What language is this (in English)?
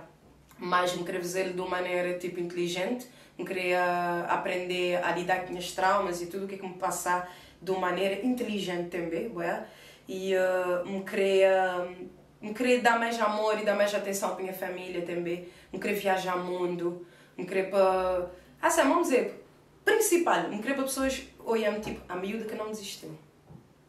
Kabuverdianu